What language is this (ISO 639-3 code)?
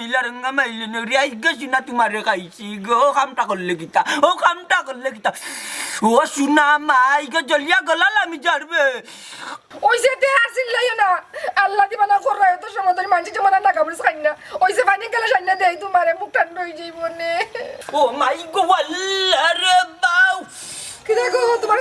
syl